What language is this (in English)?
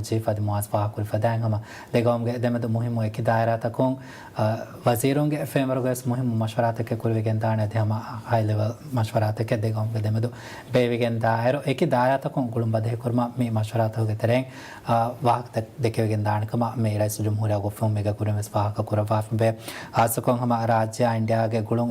Divehi